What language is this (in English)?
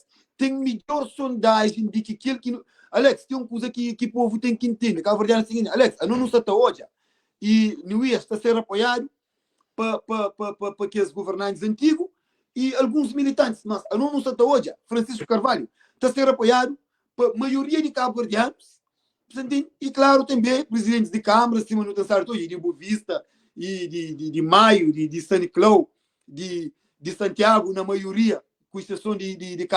Kabuverdianu